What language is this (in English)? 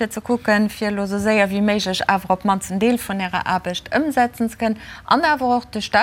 Luxembourgish